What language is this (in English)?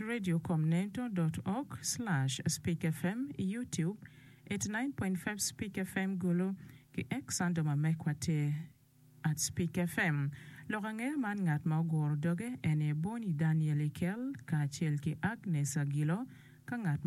Acoli